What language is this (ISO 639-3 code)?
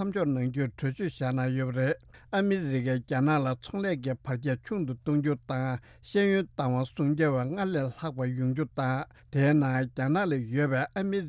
bod